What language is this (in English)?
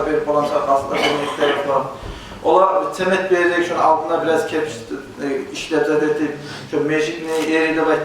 Kumyk